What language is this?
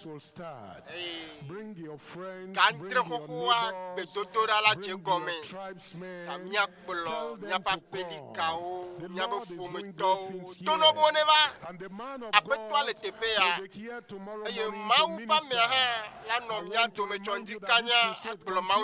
Ewe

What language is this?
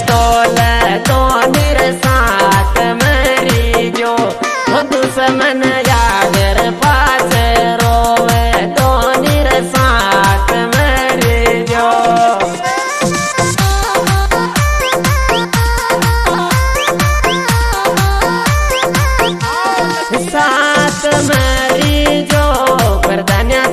Hindi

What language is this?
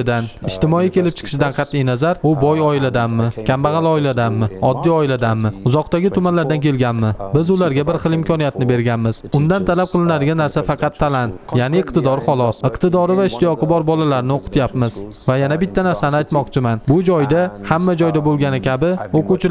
Uzbek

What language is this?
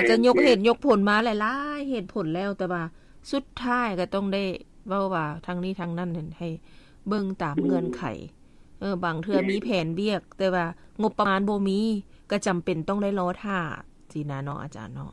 Lao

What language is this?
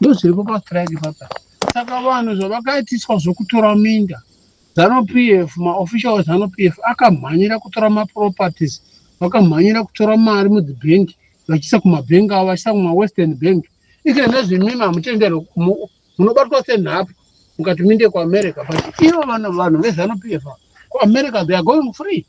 Shona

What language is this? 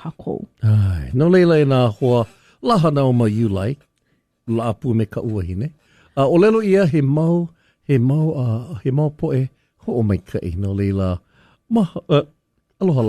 Hawaiian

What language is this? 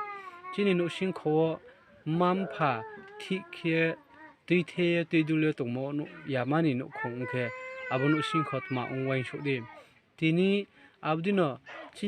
Riang (India)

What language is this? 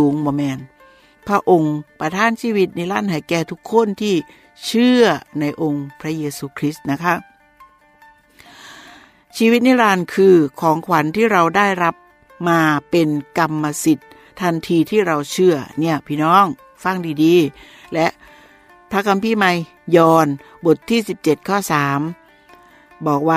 Thai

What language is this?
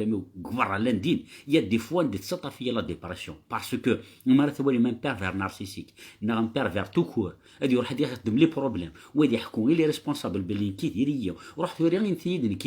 Kabyle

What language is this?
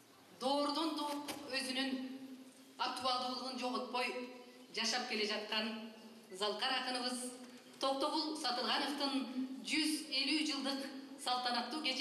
Kyrgyz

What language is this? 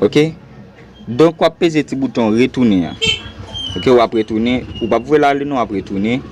Haitian Creole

